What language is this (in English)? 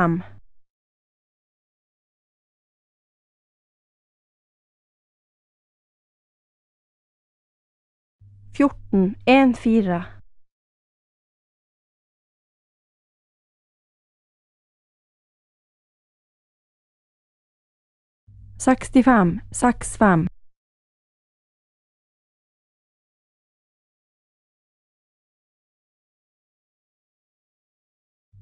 Norwegian